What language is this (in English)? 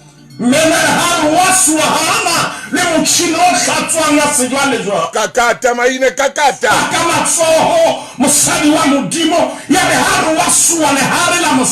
Southern Sotho